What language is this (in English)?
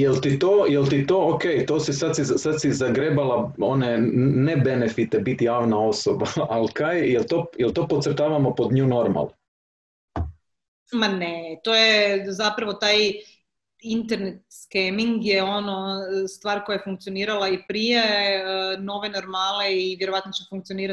Croatian